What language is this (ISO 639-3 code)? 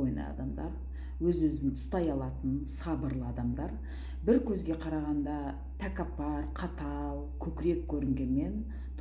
kaz